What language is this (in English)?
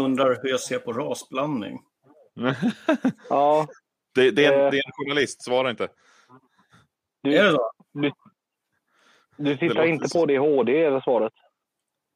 Swedish